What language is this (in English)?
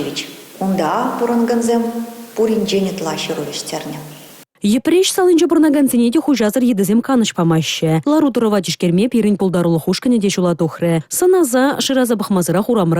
Chuvash